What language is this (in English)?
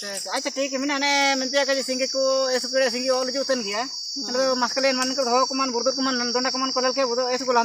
Ho